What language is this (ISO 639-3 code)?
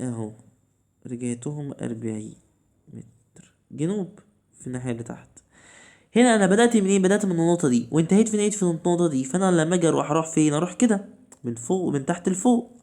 arz